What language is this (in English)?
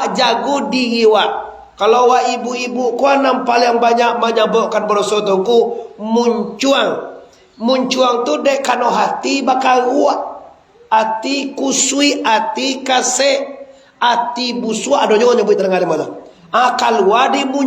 Minangkabau